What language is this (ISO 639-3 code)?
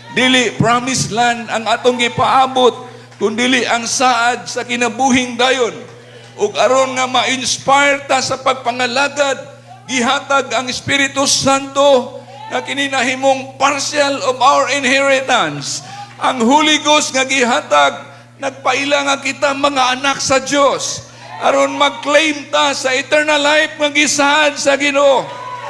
ceb